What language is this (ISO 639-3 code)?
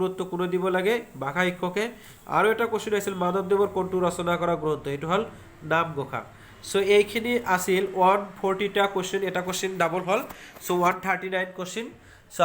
asm